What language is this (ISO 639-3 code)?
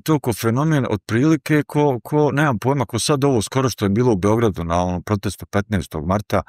bos